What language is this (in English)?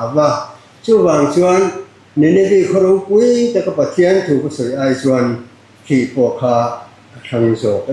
Mizo